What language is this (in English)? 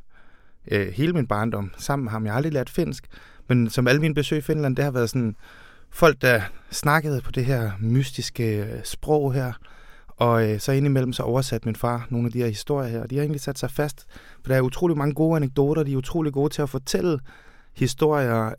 Danish